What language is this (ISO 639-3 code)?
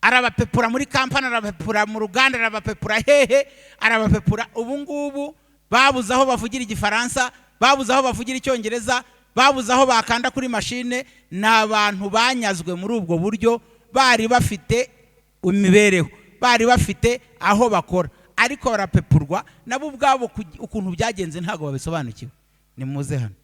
kin